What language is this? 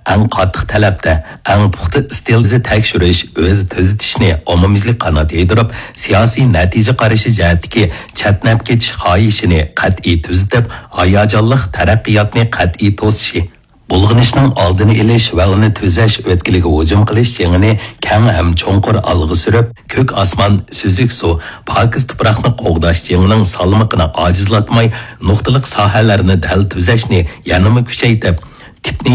Uyghur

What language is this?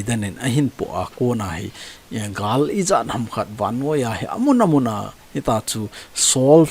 Thado Chin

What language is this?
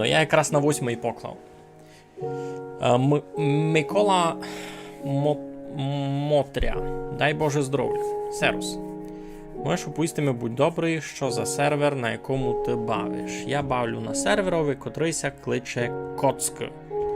Rusyn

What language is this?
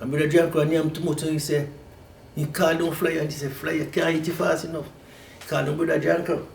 Jamaican Creole English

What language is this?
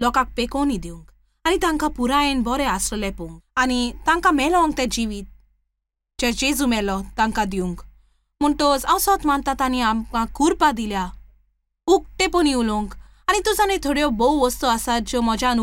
Konkani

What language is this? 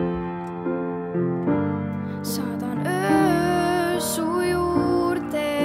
Estonian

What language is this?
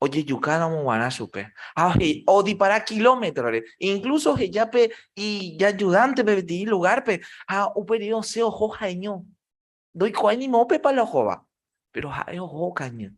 Guarani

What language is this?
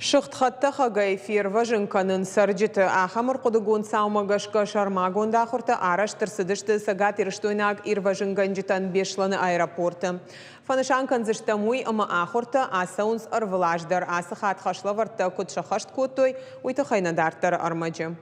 Ossetic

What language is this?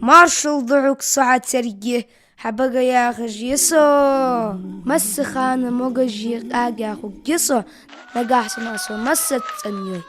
Ingush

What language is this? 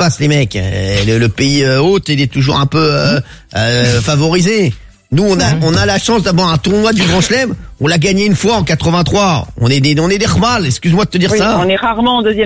French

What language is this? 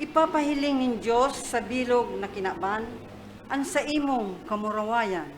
Bikol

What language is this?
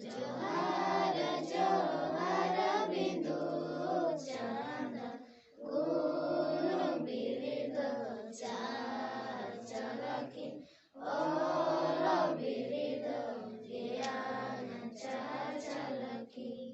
Santali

